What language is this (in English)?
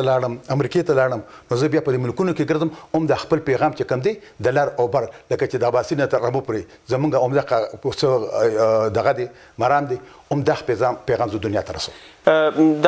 Pashto